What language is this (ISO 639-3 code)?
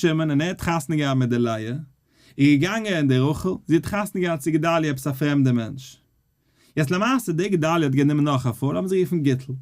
yid